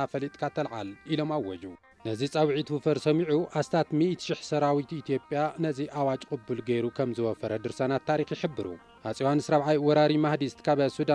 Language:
Tigrinya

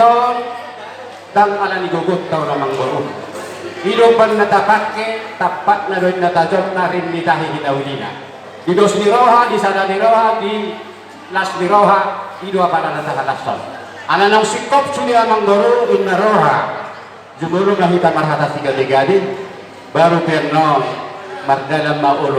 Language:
Batak Toba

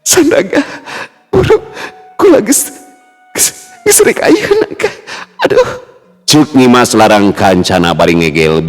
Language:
Sundanese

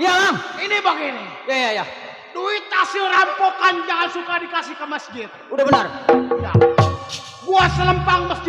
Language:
Betawi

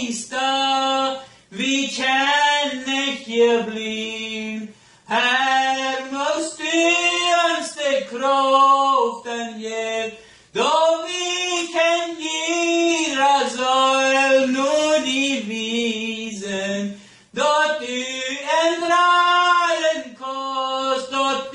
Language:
Plautdietsch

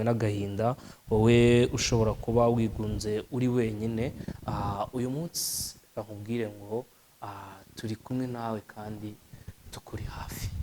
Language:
Kinyarwanda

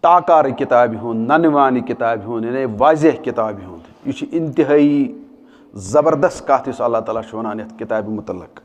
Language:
Kashmiri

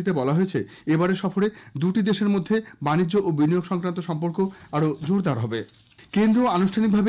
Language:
Bangla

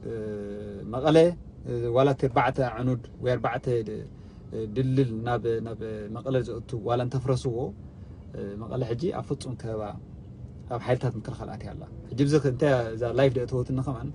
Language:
Tigrinya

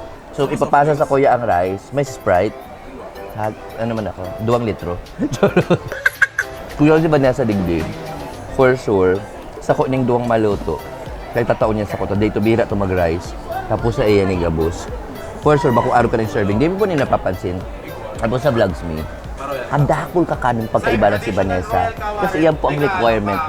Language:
Bikol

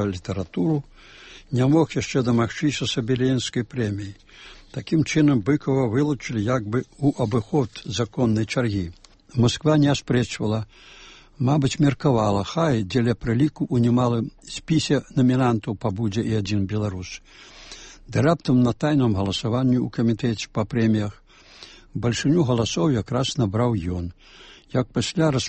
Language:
Belarusian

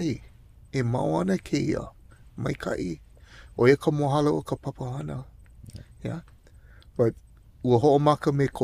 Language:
Hawaiian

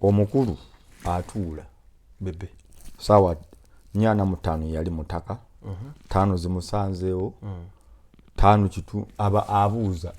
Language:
Ganda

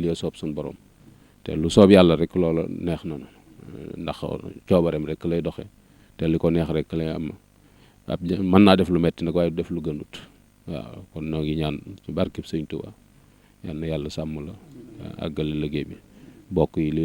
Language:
Wolof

